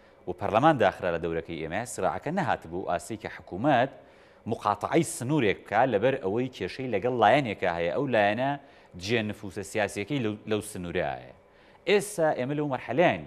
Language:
Central Kurdish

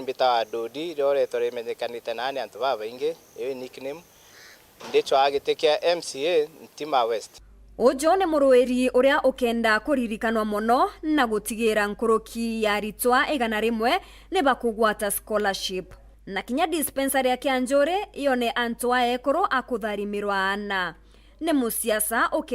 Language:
Meru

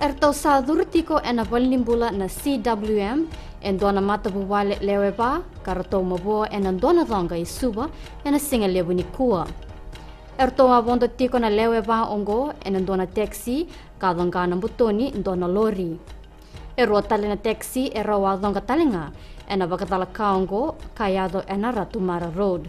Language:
Fijian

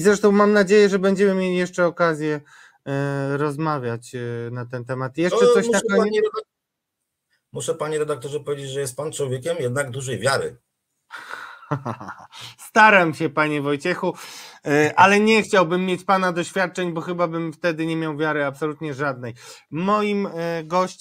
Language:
Polish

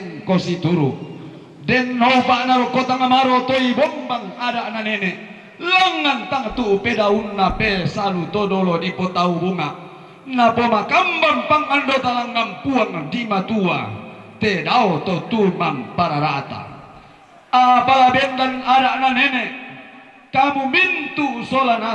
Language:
Toraja-Sa'dan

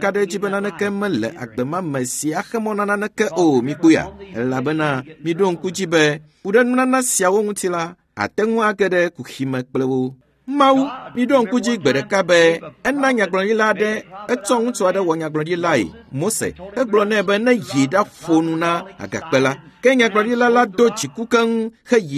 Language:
Ewe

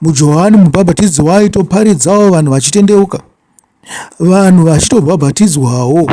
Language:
Shona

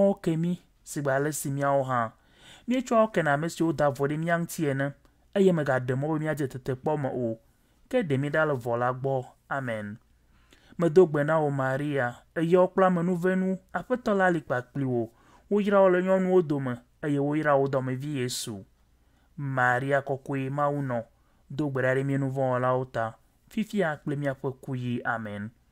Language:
Ewe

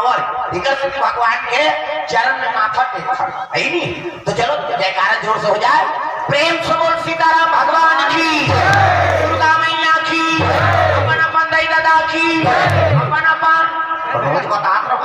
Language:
Chhattisgarhi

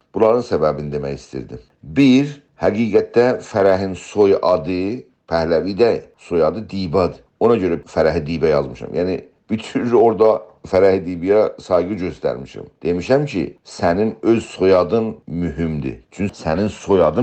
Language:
South Azerbaijani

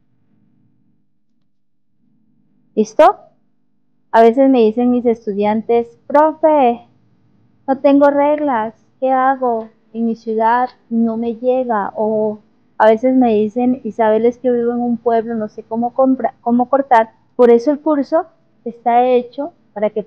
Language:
Spanish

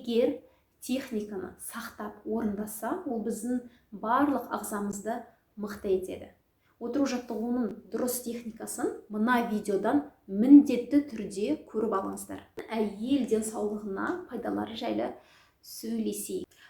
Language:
Kazakh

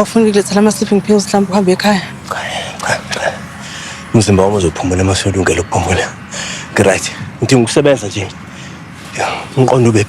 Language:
Zulu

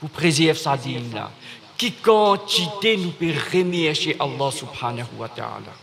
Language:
Morisyen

